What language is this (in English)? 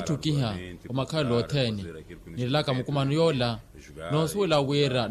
Makhuwa